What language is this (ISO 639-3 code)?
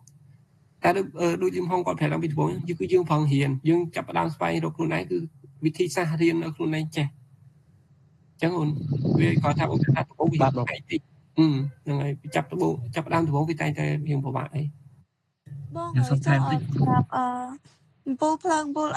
khm